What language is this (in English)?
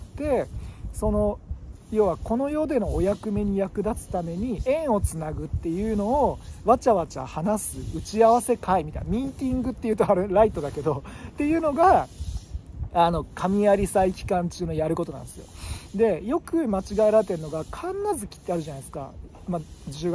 Japanese